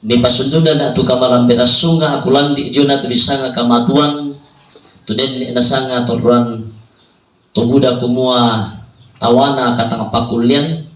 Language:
Toraja-Sa'dan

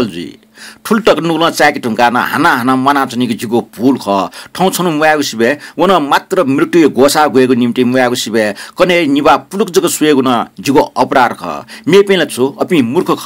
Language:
Newari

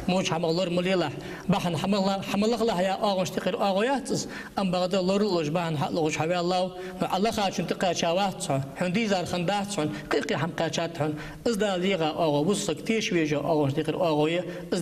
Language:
Ingush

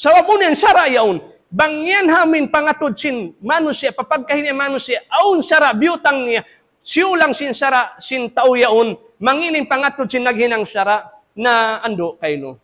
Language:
Tausug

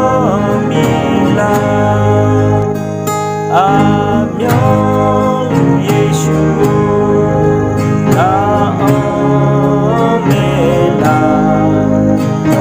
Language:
Akha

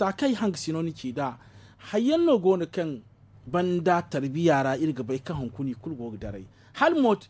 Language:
Zarma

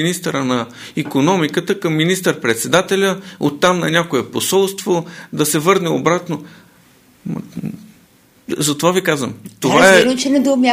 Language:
Bulgarian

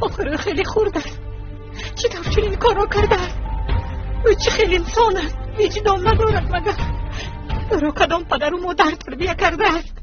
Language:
Tajik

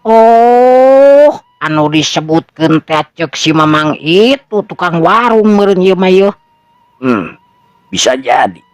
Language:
Sundanese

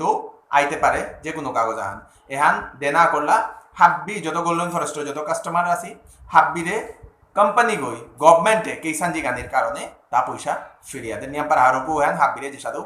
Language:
Bishnupriya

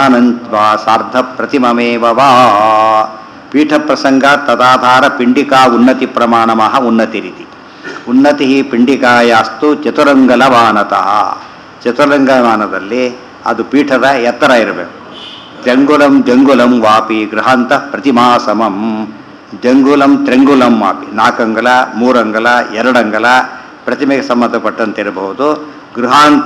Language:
Kannada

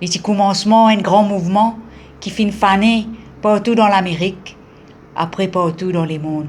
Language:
Morisyen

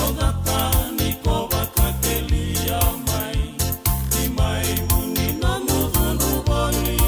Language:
Fijian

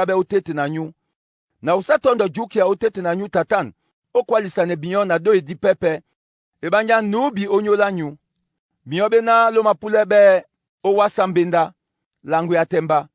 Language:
Duala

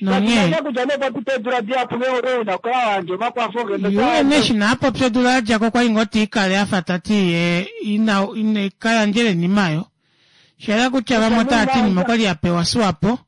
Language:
Kuanyama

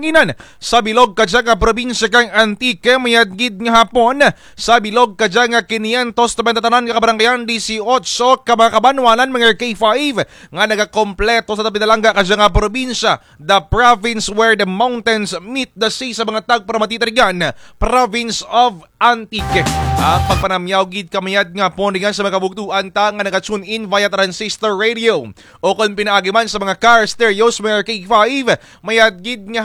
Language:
Kinaray-a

